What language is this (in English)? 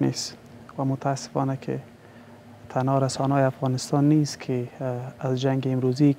Persian